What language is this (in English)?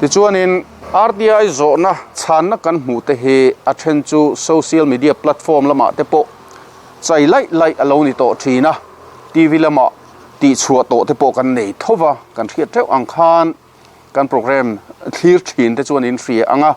Mizo